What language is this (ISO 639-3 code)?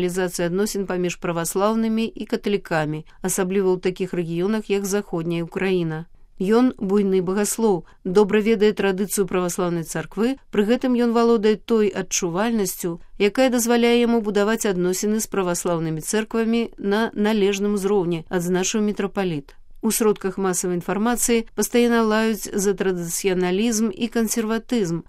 bel